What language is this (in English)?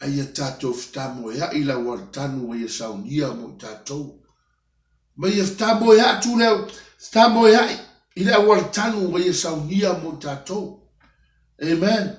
Samoan